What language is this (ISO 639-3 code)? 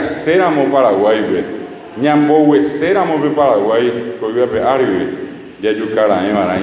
grn